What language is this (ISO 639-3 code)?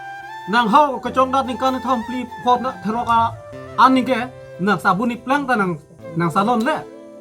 mjw